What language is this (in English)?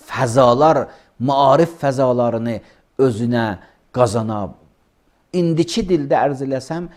Azerbaijani